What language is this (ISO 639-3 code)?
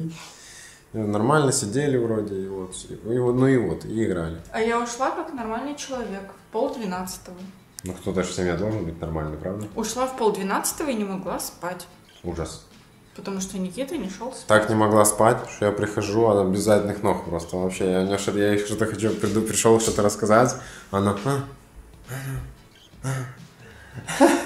rus